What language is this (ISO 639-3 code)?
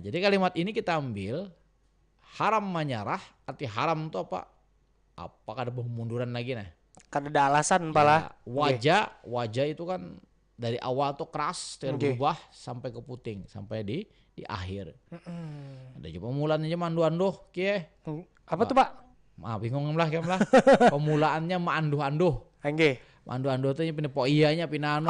bjn